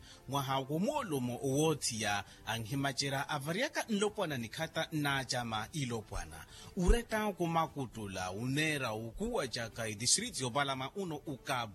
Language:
Makhuwa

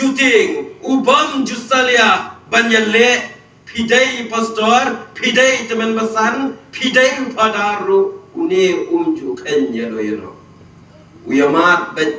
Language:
Khasi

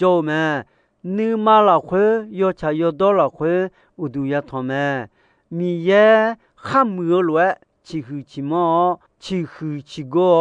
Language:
Akha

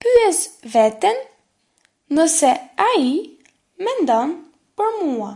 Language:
Albanian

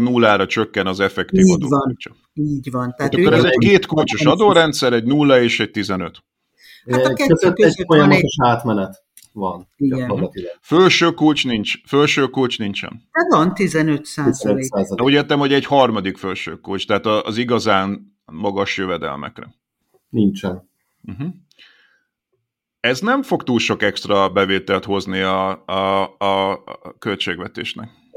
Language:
Hungarian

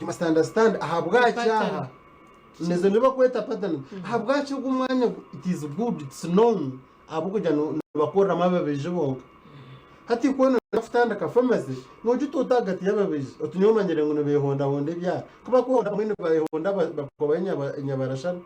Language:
Nyankole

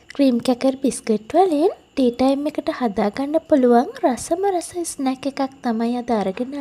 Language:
Sinhala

